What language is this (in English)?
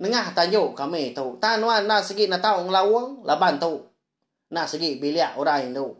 Iban